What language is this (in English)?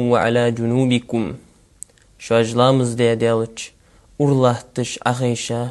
Ingush